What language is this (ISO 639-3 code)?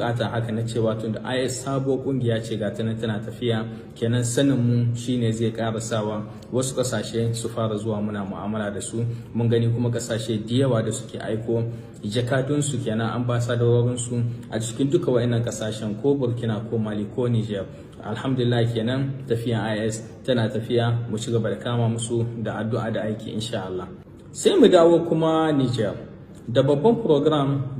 hau